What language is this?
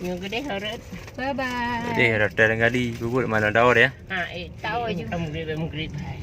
Achinese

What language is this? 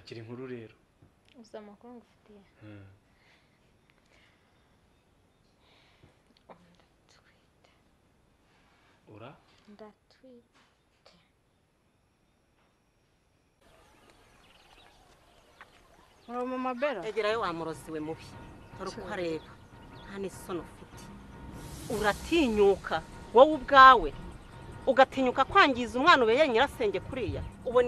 Kinyarwanda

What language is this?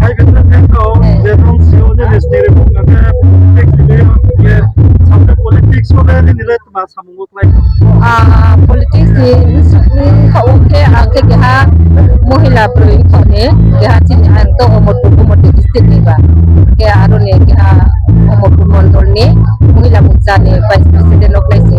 Riang (India)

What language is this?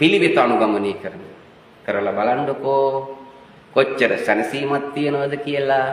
Sinhala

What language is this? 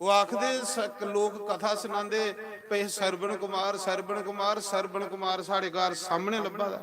Dogri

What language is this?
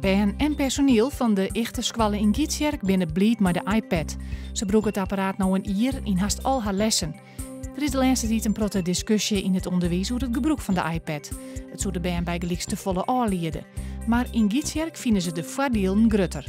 Western Frisian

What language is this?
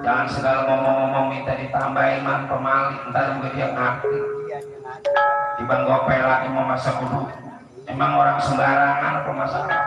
Betawi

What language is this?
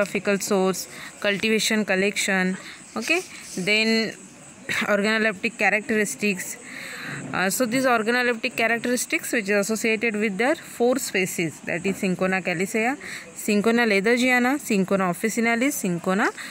Marathi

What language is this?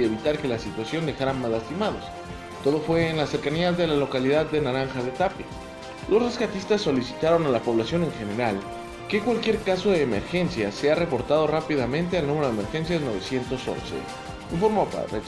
Spanish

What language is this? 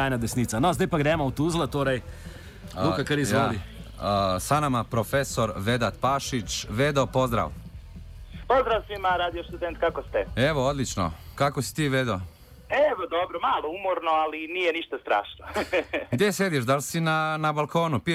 Bosnian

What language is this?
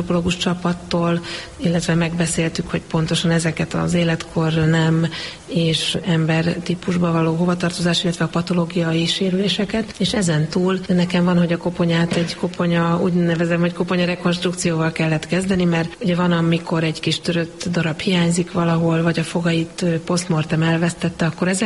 Hungarian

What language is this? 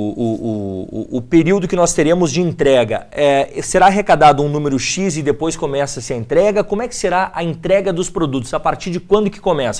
Portuguese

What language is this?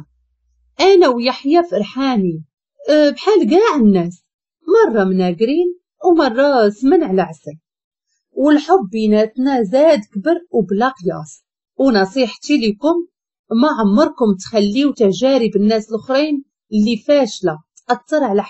Moroccan Arabic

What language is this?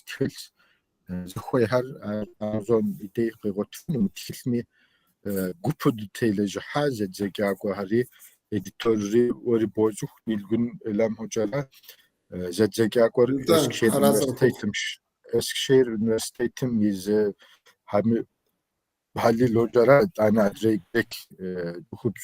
Kabardian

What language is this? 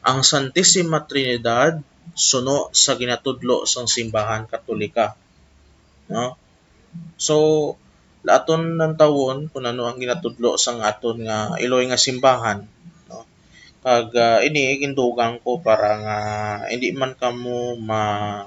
Hiligaynon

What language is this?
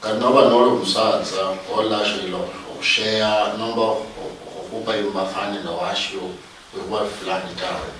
Luyia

